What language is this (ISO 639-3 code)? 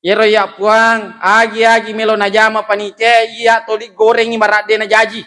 bug